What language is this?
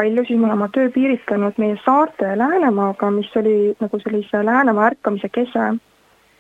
Estonian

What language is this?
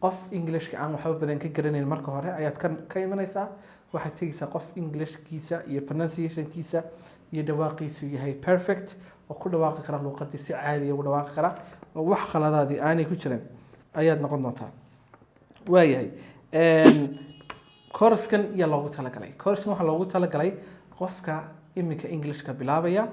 Somali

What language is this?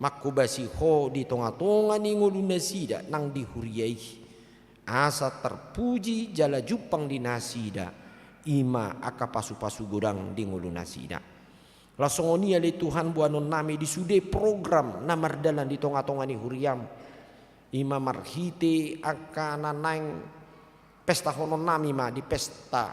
Batak Toba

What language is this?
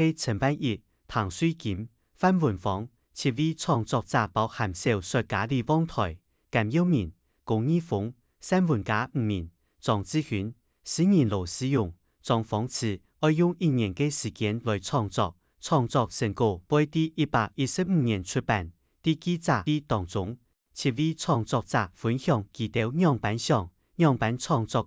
Hakka Chinese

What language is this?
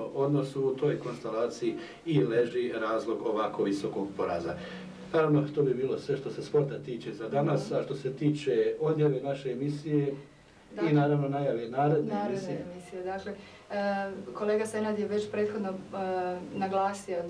Bosnian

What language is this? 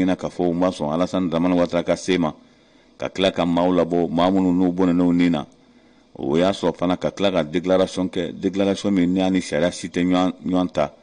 Bambara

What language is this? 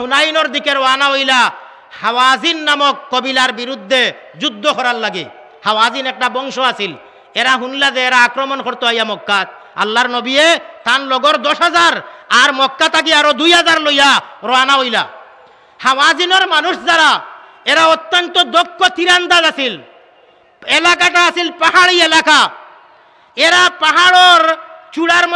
Sylheti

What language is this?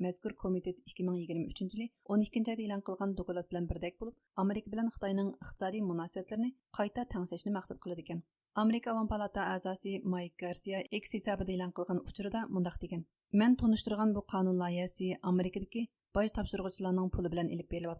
Uyghur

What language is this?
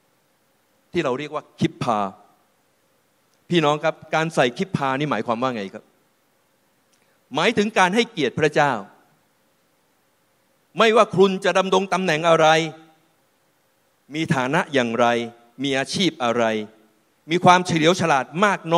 Thai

